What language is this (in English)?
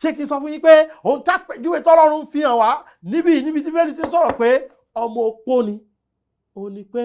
Yoruba